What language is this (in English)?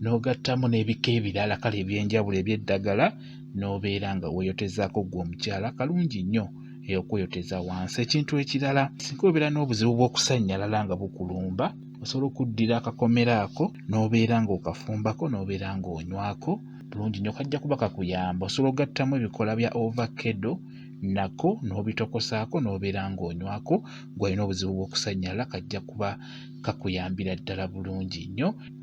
Ganda